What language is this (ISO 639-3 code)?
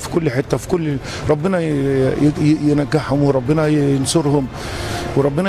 arz